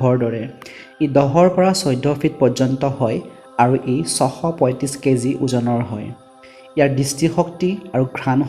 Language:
Assamese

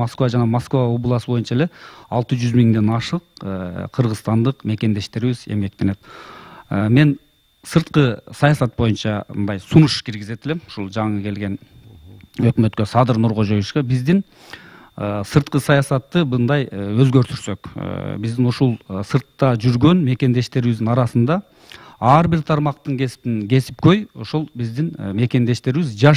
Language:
Kyrgyz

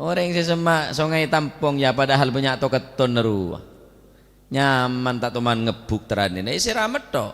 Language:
Madurese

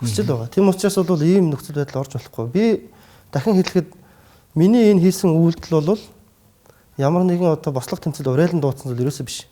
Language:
Mongolian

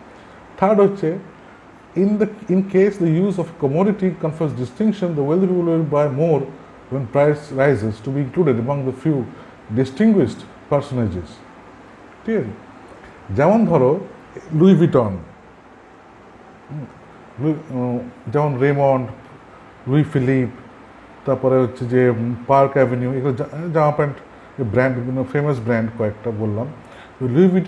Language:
Bangla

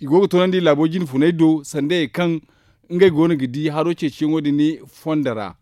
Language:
Zarma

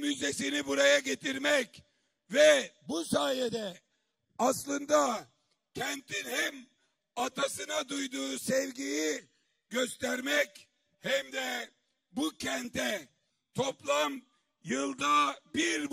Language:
Turkish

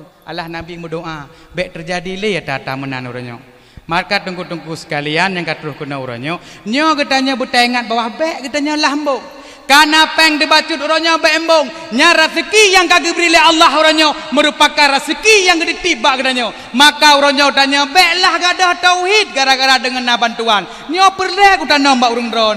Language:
Achinese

